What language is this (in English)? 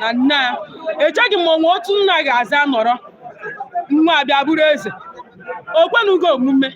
Igbo